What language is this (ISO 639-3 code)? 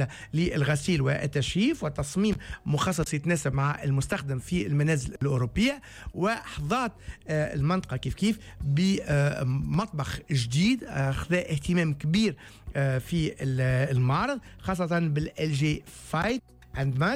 aeb